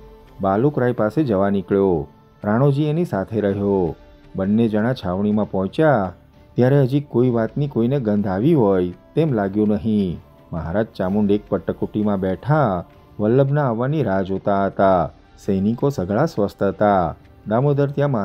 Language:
Gujarati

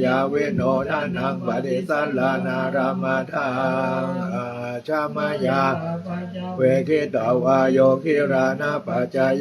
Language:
Pali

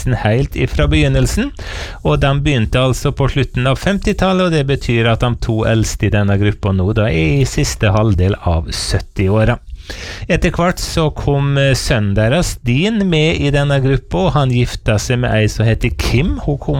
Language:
Norwegian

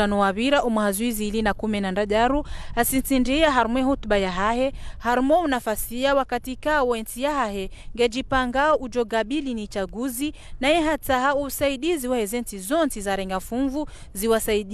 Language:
Ngazidja Comorian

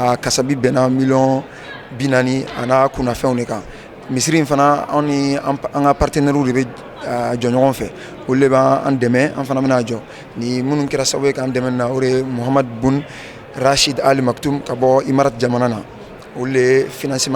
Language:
Bambara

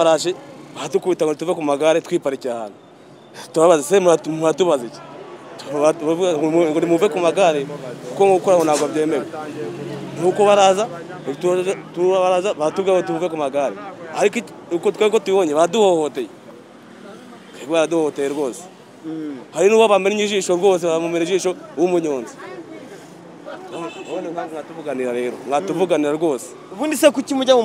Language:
Kinyarwanda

